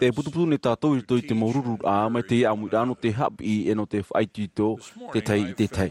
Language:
Tahitian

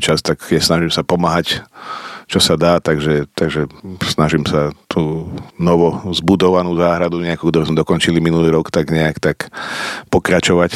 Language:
Slovak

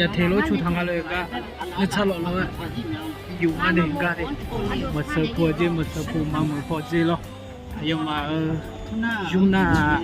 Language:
Akha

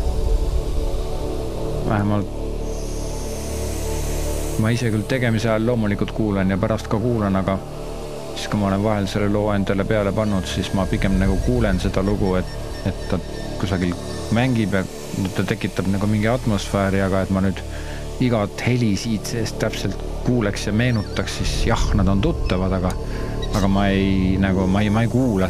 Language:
Estonian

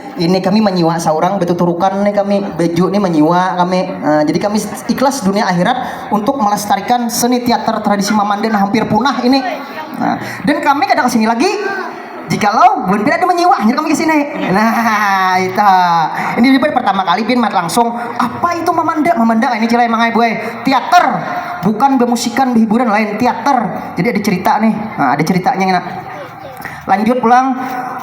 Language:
Banjar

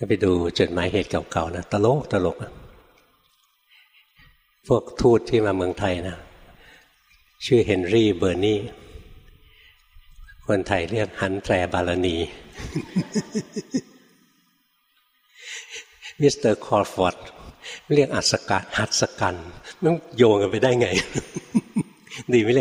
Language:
Thai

